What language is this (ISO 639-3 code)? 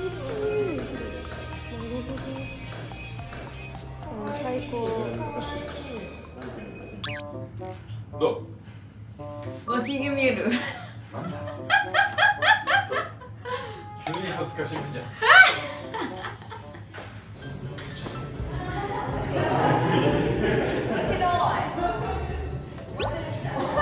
jpn